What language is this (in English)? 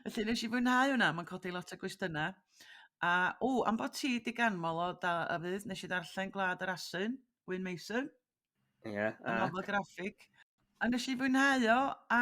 Welsh